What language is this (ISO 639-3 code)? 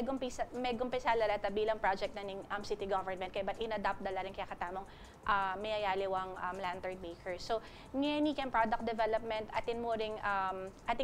pam